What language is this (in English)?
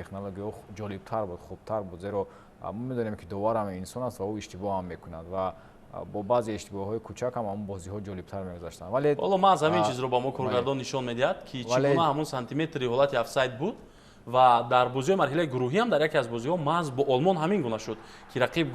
Tajik